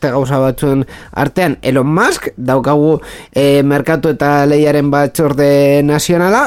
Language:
Basque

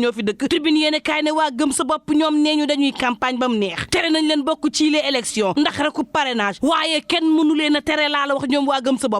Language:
Wolof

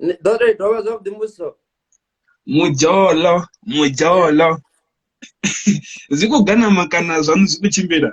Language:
Venda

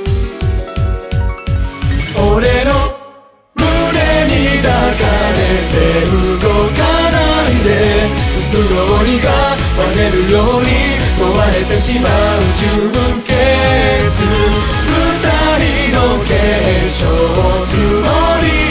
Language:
Japanese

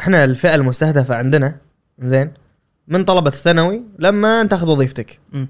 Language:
Gulf Arabic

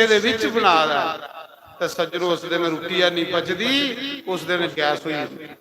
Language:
Dogri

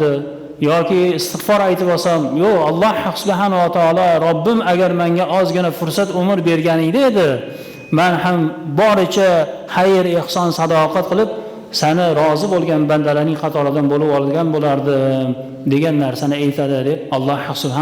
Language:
Uzbek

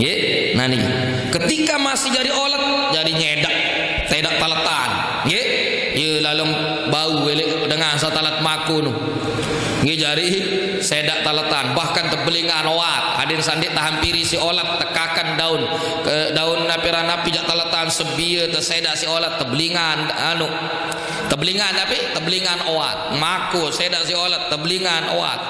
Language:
Sasak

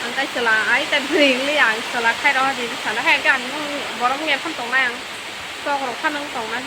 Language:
Kok Borok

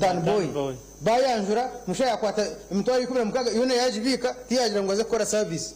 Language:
Nyankole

